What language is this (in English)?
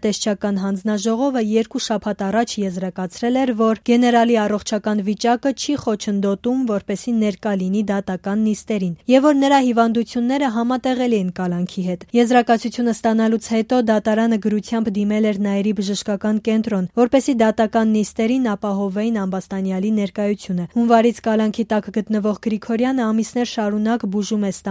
Armenian